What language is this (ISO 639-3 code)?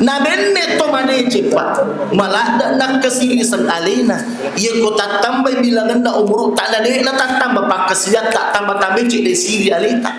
bug